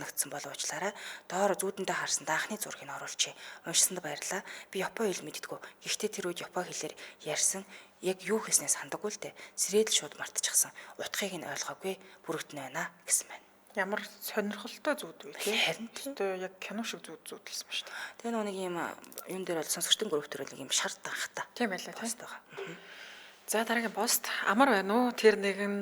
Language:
Mongolian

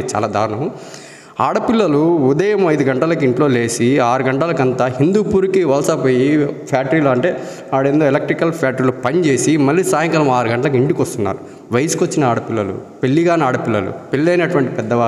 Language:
Telugu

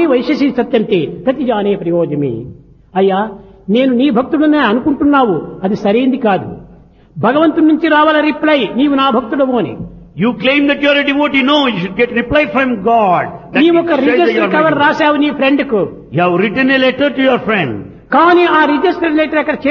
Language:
Telugu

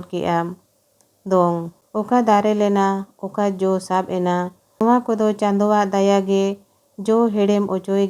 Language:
Santali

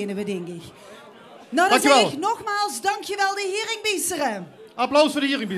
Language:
Limburgish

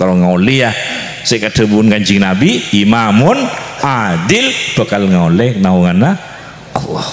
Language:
Madurese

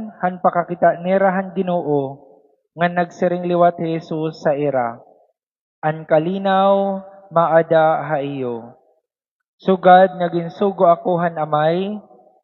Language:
Waray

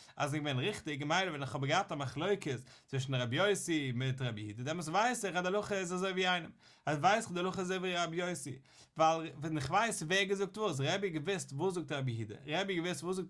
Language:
Yiddish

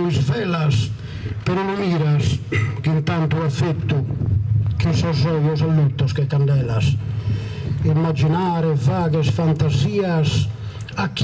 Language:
Sardinian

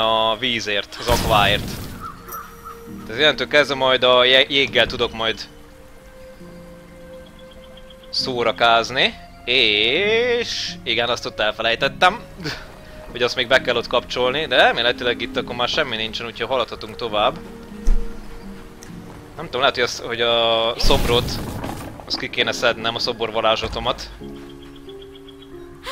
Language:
Hungarian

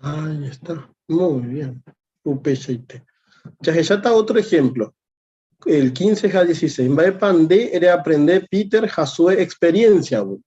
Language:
Guarani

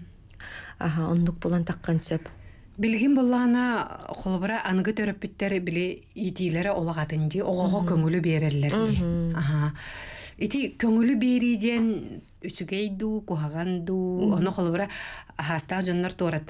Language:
Yakut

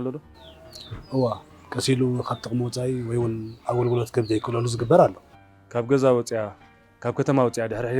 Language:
Tigrinya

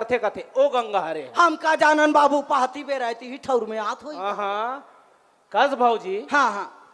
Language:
Chhattisgarhi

